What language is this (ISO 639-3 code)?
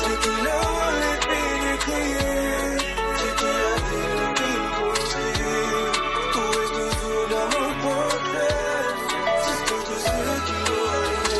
mfe